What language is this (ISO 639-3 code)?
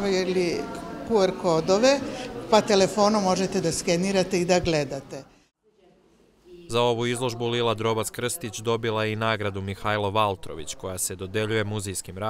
srp